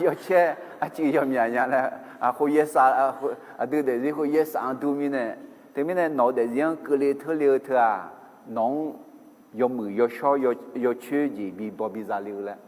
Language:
Akha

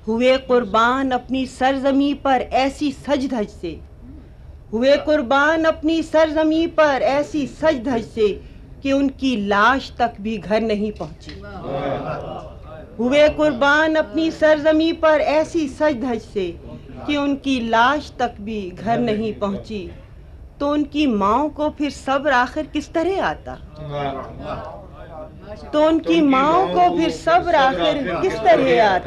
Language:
Urdu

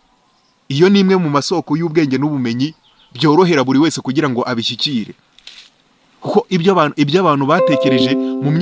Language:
Kinyarwanda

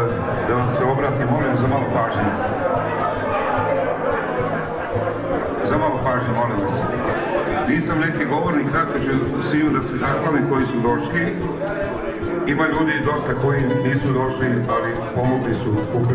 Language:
Serbian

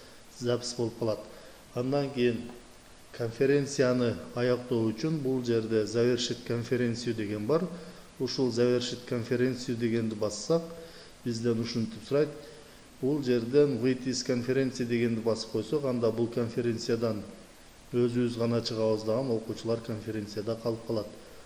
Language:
Kyrgyz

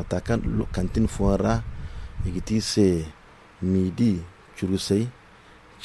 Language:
Zarma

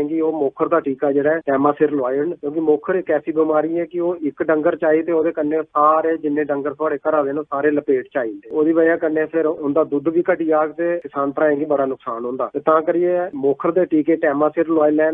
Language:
Dogri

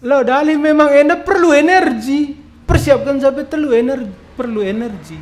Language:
Batak Karo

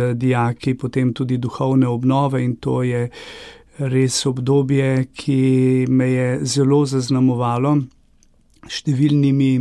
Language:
Slovenian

